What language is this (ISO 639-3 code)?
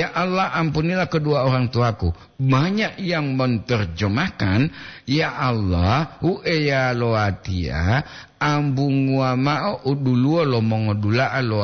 gor